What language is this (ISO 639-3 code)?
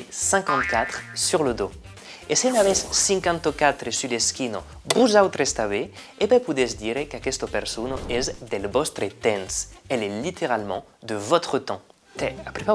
oci